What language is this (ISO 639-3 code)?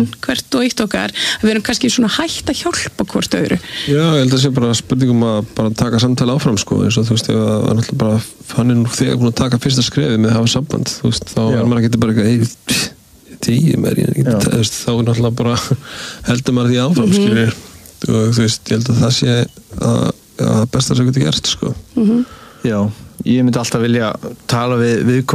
isl